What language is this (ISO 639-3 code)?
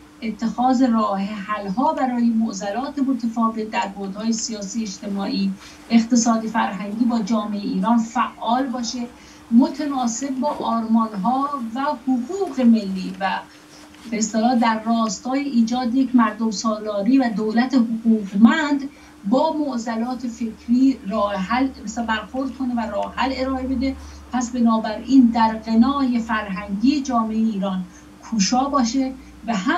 fas